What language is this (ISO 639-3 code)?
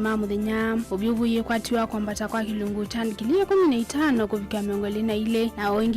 kam